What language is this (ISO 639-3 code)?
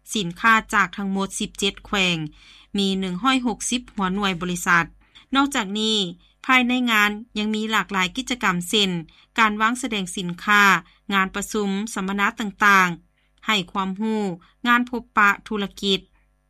lao